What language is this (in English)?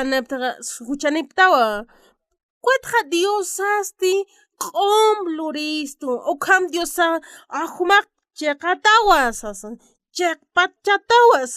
Aymara